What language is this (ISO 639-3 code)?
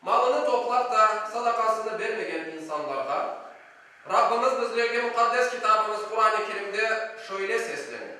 crh